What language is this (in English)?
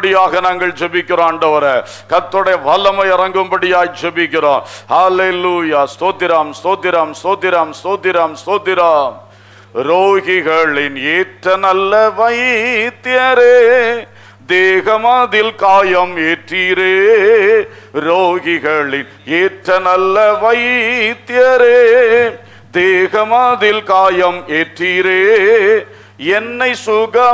Tamil